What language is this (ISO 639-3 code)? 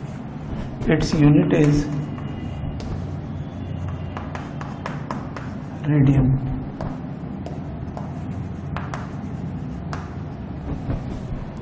hin